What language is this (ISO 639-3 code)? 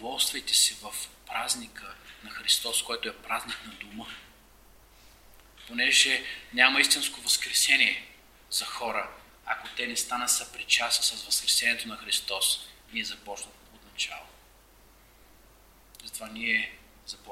bul